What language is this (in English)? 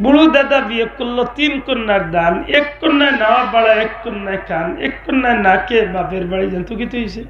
Sylheti